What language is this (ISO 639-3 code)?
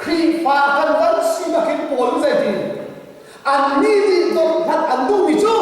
cnh